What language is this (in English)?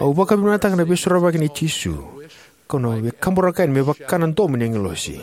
Fijian